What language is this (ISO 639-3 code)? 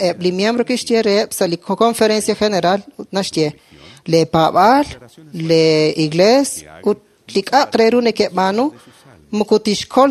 kek